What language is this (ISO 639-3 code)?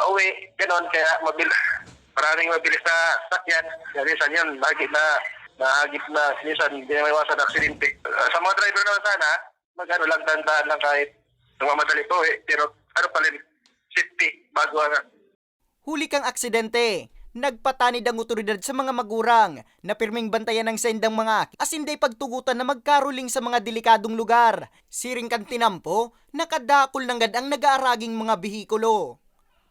bik